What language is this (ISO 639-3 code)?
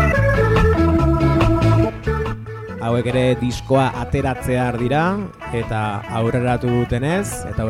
eus